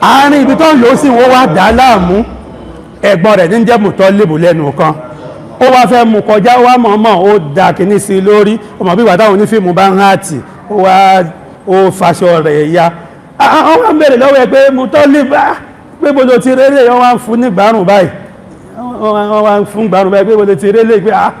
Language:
Yoruba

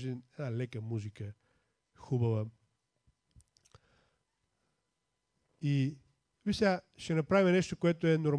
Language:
Bulgarian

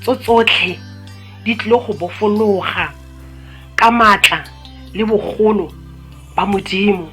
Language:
Tswana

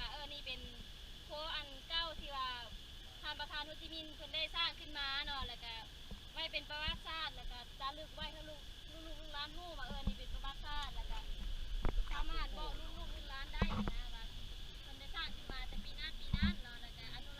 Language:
Lao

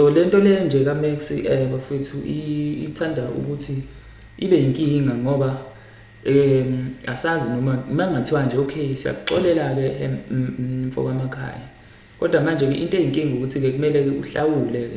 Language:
Zulu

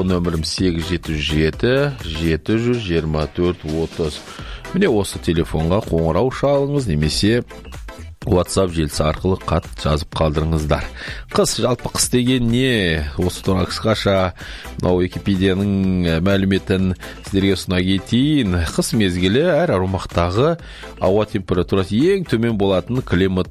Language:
Kazakh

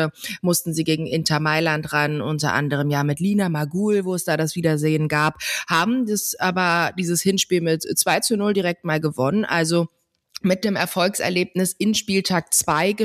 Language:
German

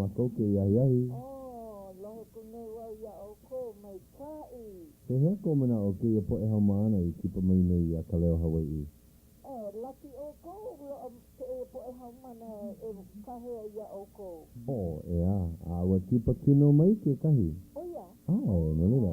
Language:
Hawaiian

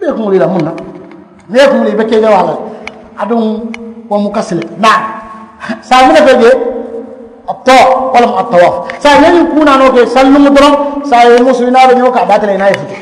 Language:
Mandingo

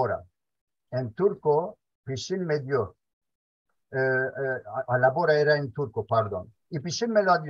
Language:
Ladino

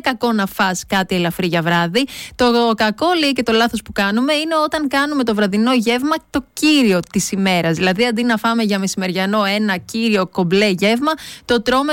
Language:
Greek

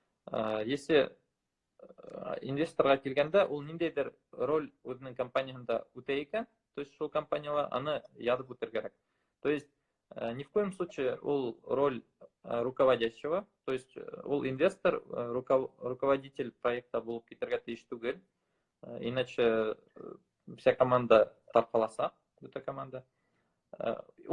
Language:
Bashkir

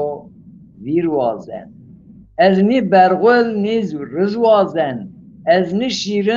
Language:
Zaza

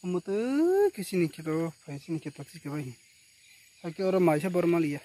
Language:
Kok Borok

